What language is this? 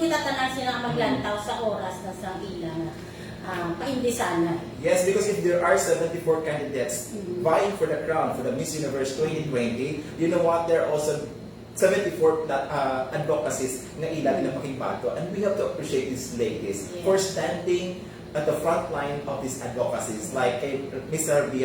Hiligaynon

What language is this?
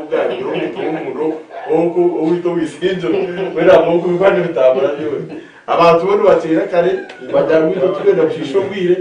Nyankole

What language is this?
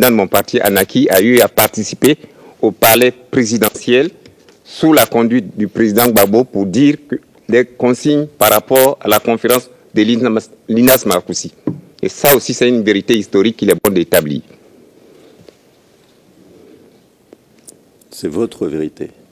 French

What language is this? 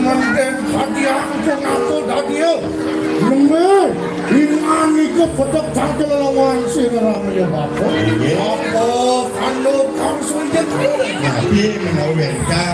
Balinese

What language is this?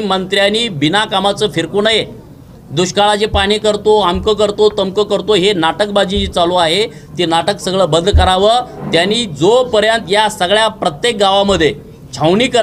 Marathi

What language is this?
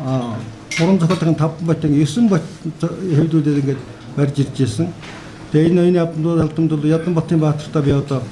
Mongolian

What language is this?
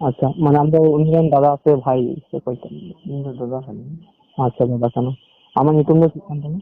Santali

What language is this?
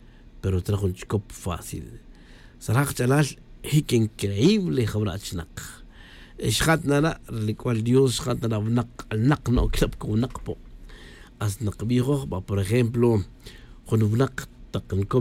Tz'utujil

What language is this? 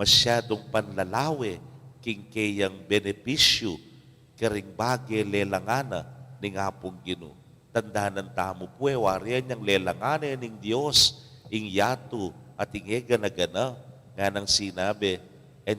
Pampanga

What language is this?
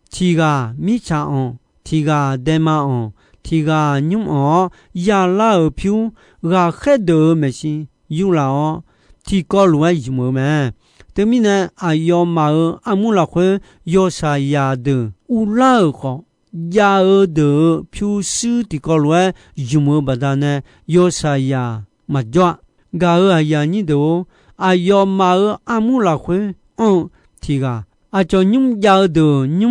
Akha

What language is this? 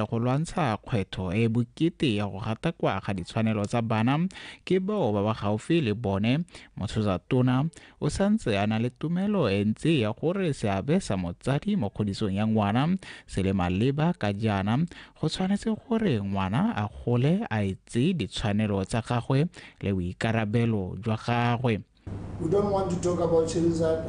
Tswana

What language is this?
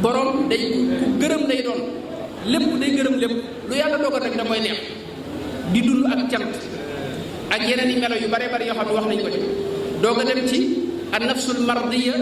Wolof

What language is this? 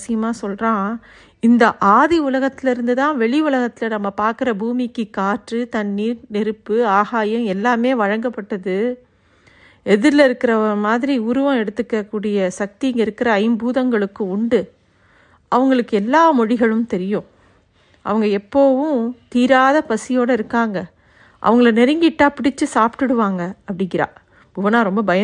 Tamil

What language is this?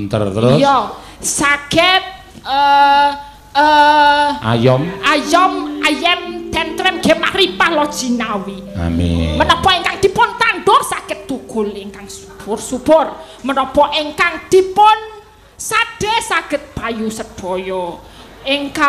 Javanese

